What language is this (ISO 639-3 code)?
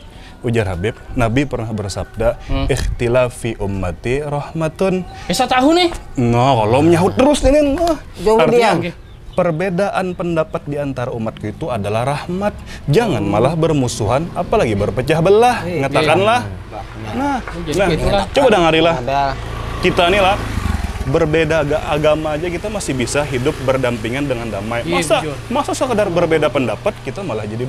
bjn